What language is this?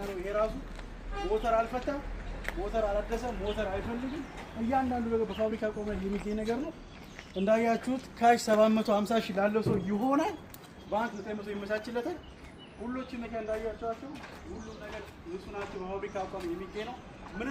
Amharic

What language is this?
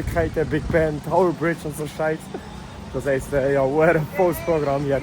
Swiss German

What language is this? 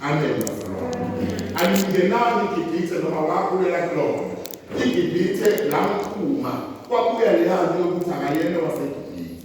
Zulu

